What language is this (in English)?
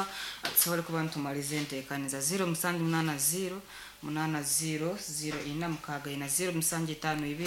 Nyankole